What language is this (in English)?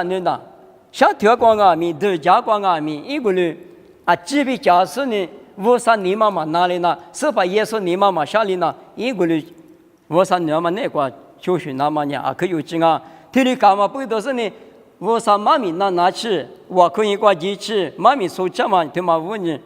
Lisu